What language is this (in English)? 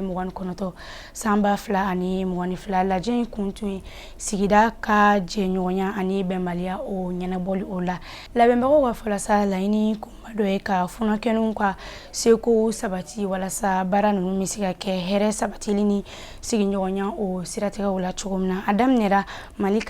Bambara